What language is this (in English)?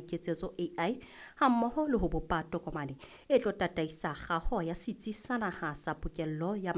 Southern Sotho